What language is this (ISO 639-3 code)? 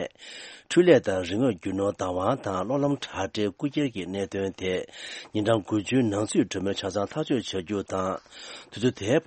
bod